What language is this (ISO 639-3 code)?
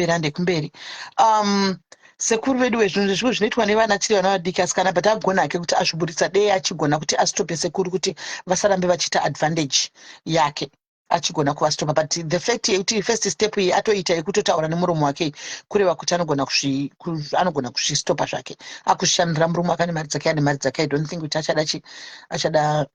sna